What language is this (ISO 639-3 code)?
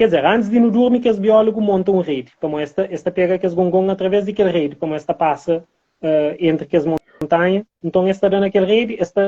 kea